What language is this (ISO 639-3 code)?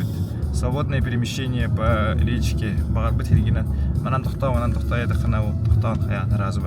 sah